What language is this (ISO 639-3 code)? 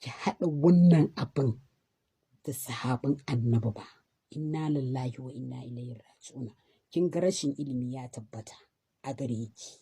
hau